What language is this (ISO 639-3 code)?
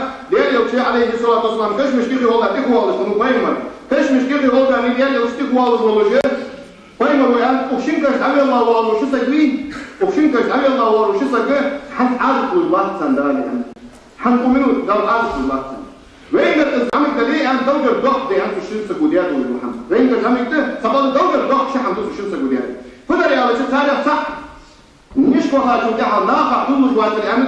inh